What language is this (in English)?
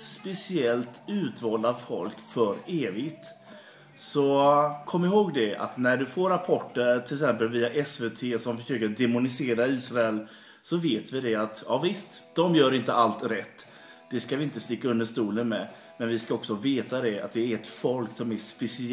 Swedish